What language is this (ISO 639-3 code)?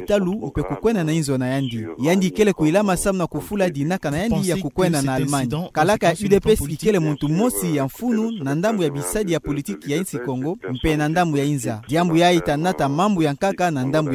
ktu